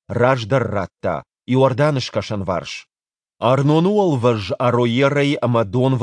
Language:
Ossetic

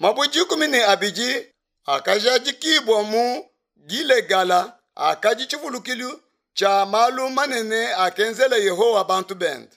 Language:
Luba-Lulua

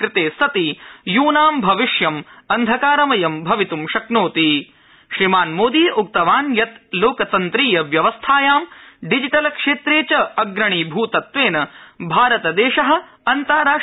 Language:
Sanskrit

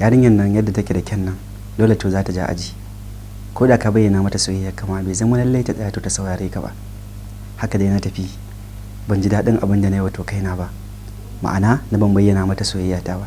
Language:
Hausa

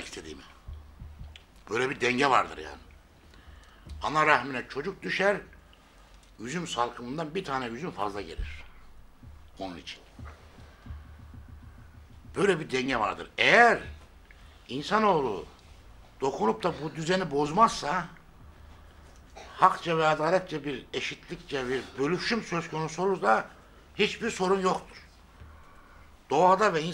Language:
Turkish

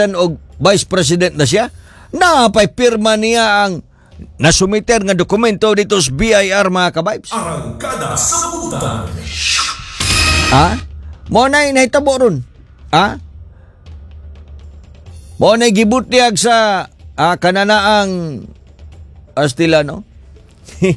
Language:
Cebuano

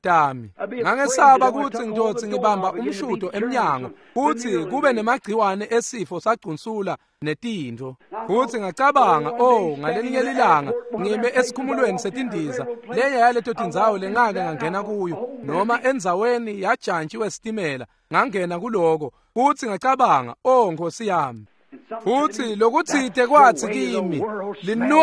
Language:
Swati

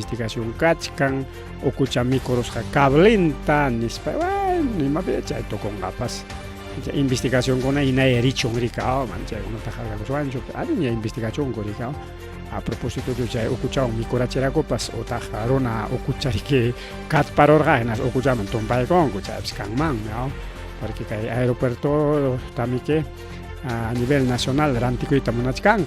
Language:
Ayacucho Quechua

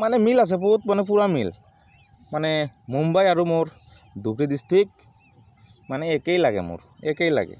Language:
Assamese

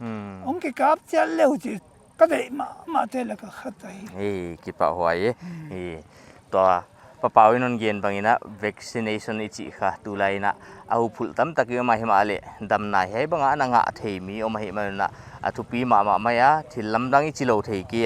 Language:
Paite Chin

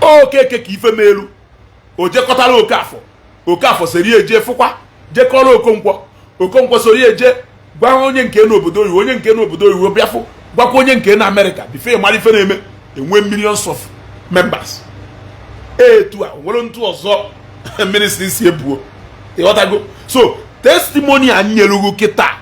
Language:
Igbo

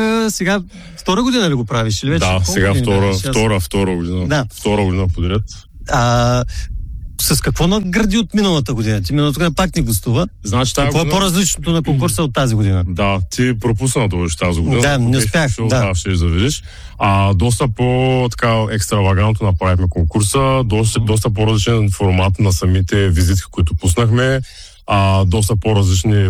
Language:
Bulgarian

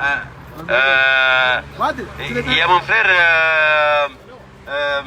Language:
Ngazidja Comorian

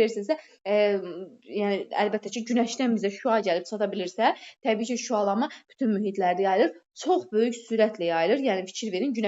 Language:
Azerbaijani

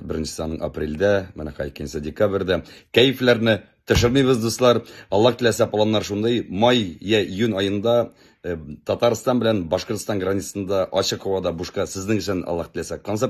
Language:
Tatar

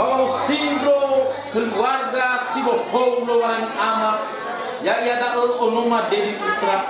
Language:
Nias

